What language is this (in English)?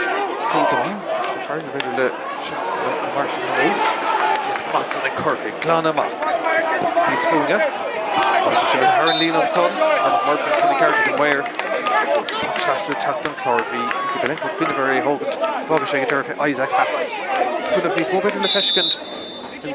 Irish